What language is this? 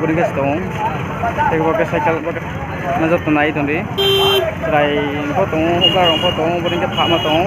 Riang (India)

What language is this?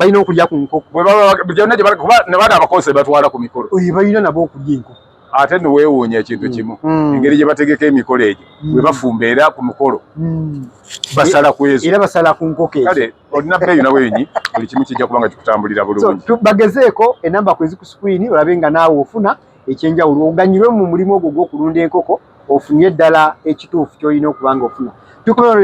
Ganda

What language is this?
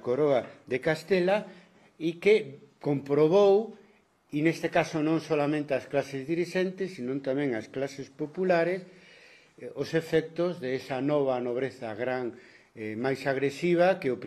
Galician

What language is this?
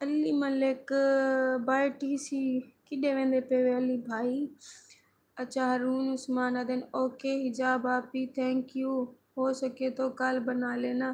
Saraiki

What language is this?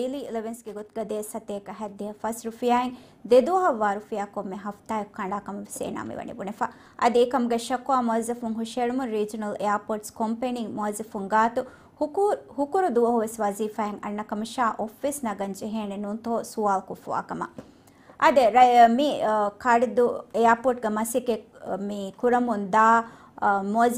Divehi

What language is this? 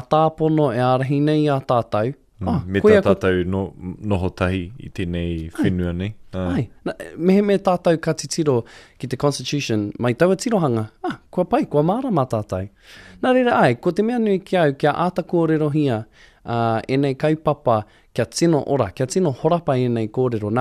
Māori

